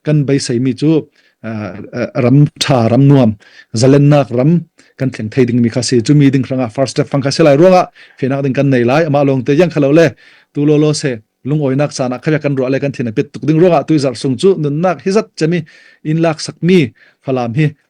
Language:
Falam Chin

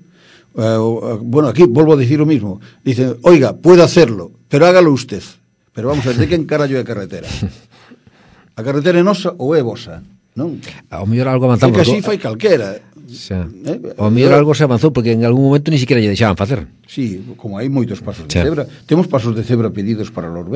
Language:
Galician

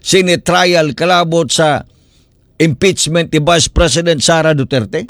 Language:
Cebuano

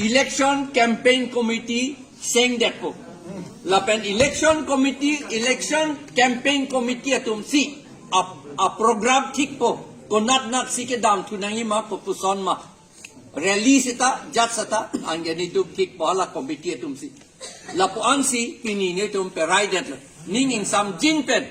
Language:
Karbi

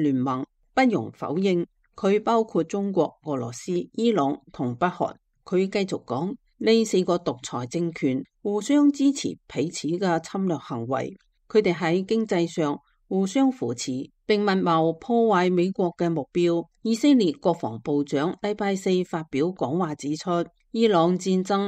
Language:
Cantonese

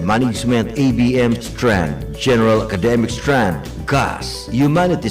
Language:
Bikol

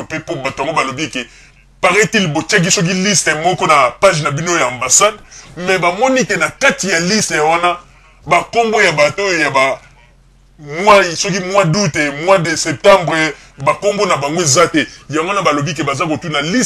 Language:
Lingala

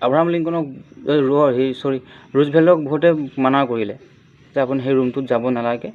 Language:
Assamese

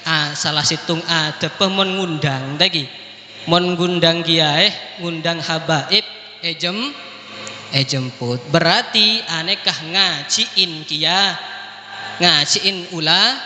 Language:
Madurese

